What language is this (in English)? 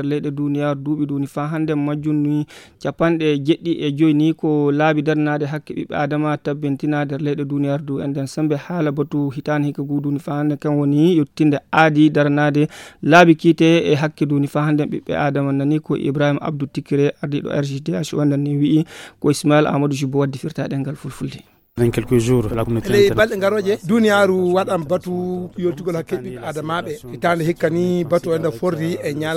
Fula